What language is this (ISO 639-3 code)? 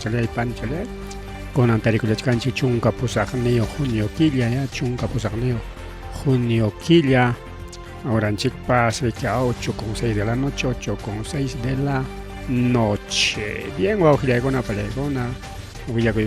quy